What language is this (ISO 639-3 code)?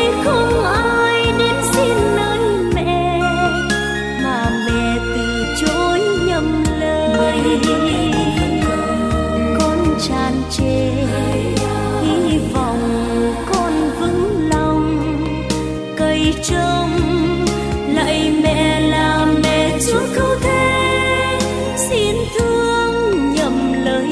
vie